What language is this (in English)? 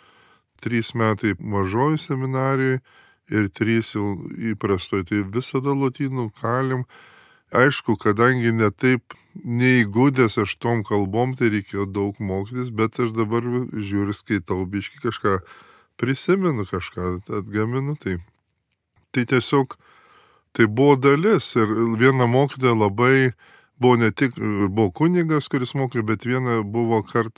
Lithuanian